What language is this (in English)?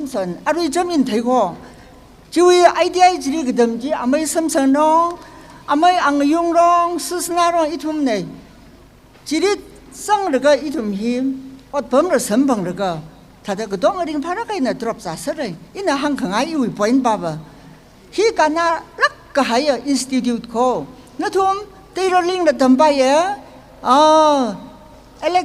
Tangkhul Naga (India)